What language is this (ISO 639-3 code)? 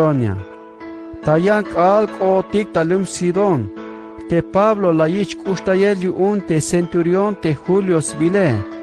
tzh